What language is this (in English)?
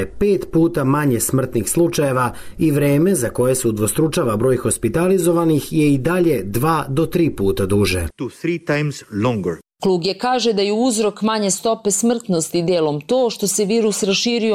Serbian